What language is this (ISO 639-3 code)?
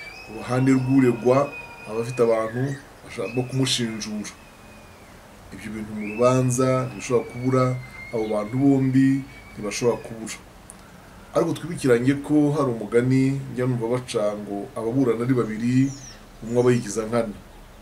kin